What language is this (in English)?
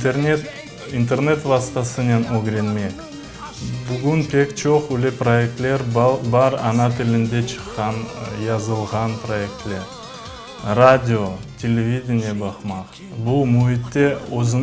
Crimean Tatar